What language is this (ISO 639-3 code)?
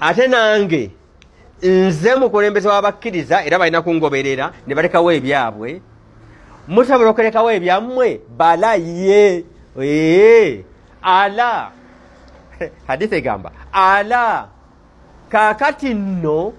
lug